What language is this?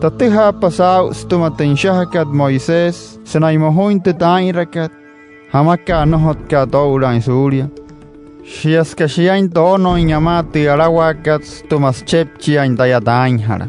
Wayuu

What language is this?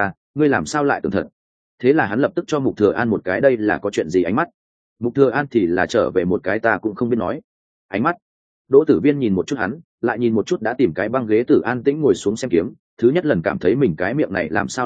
Vietnamese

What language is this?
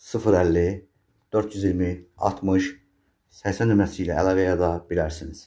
Azerbaijani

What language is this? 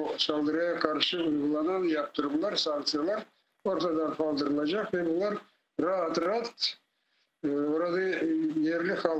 Crimean Tatar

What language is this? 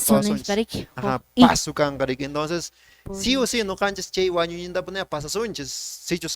Quechua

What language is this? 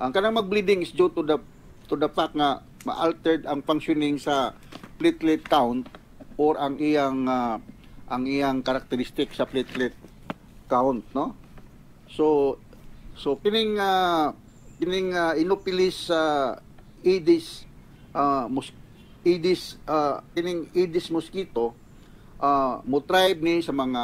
Cebuano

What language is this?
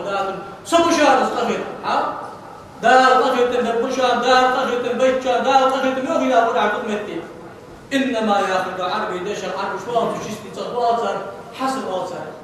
Ingush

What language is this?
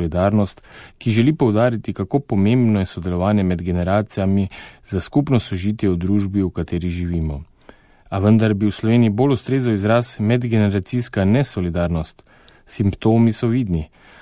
Slovenian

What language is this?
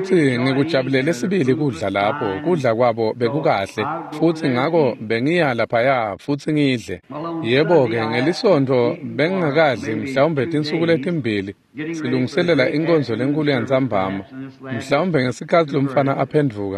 Swati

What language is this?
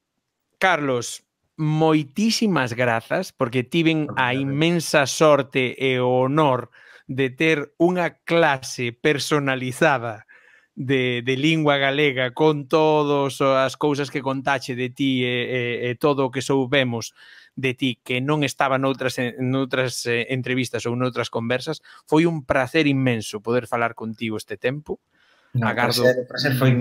Galician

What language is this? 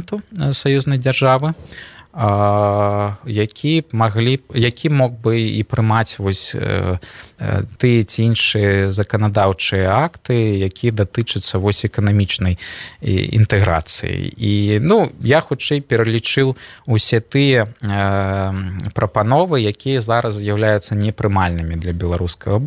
Belarusian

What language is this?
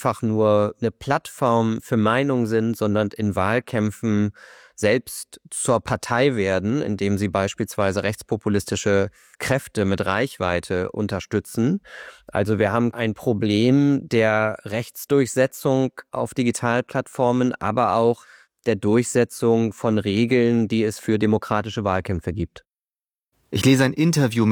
German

